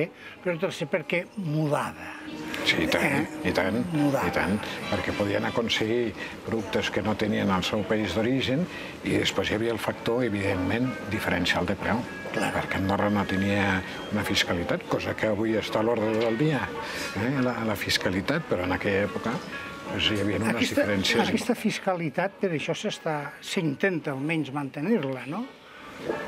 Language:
Catalan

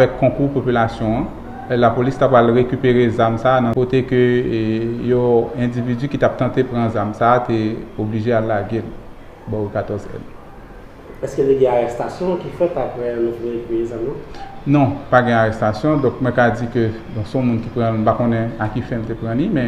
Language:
Haitian Creole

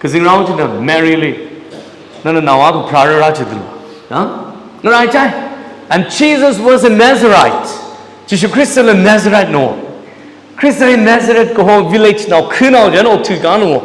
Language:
Tangkhul Naga (India)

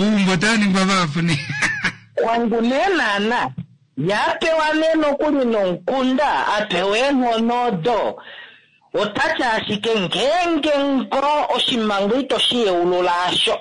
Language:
Kuanyama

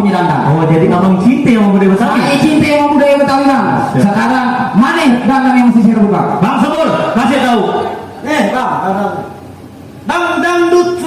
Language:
Betawi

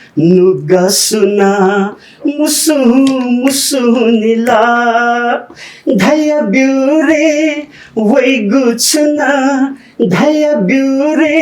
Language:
Newari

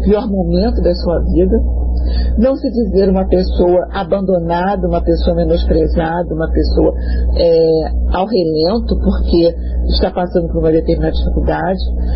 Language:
Portuguese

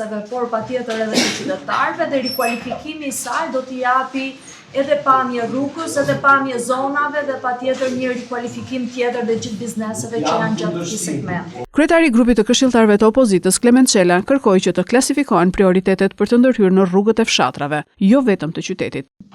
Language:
Albanian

